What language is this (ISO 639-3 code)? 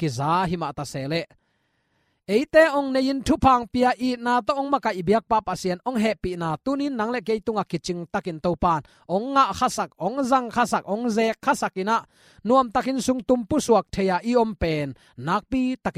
ctd